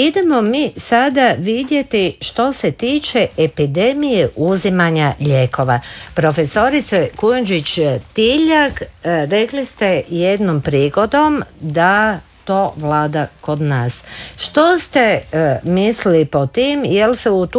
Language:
Croatian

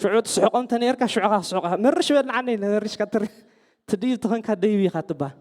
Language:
Tigrinya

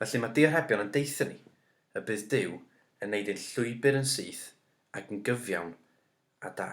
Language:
Welsh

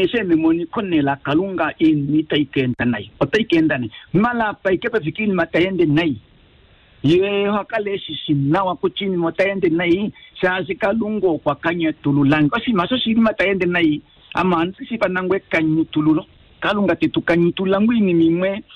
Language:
Kuanyama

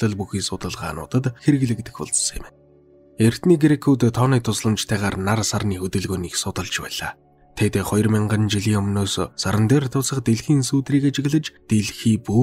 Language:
Mongolian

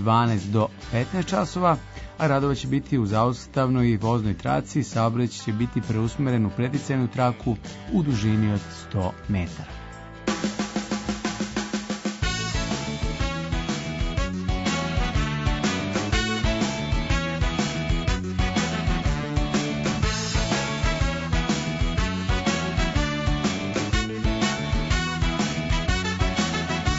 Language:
Serbian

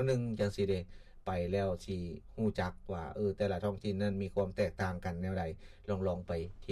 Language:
Lao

